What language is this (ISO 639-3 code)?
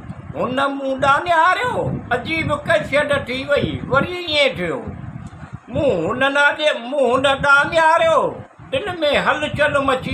snd